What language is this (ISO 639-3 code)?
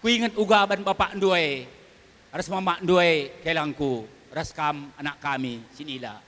btx